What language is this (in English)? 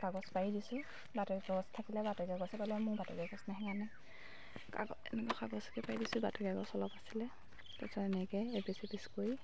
Assamese